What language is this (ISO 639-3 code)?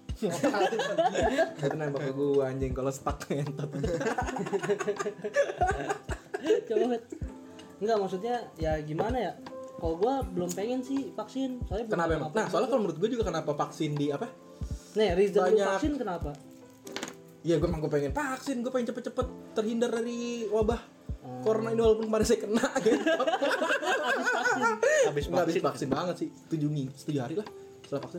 ind